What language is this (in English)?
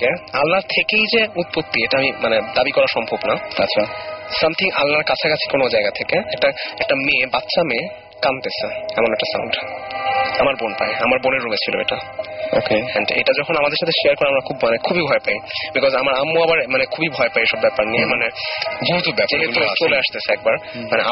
Bangla